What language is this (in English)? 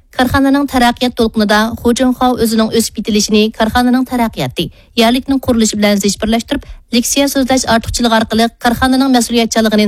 Uyghur